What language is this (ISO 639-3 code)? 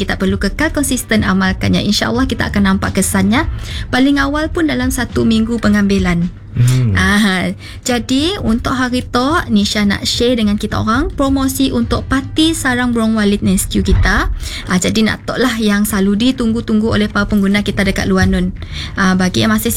msa